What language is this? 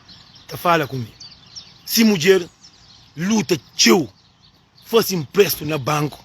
Kabuverdianu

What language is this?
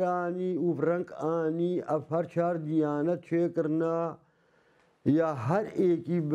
Kurdish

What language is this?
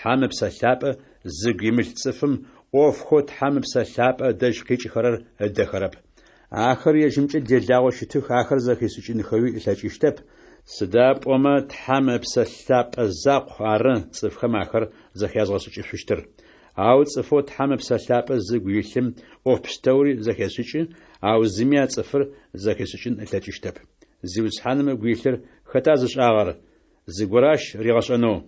Adyghe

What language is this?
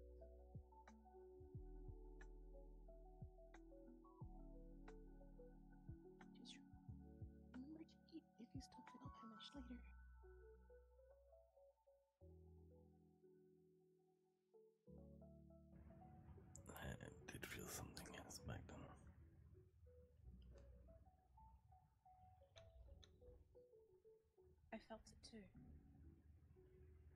English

